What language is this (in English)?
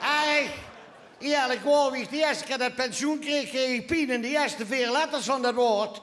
Limburgish